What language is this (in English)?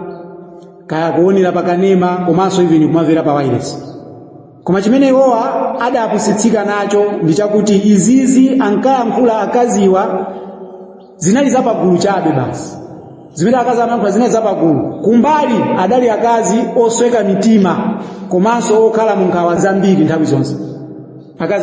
Nyanja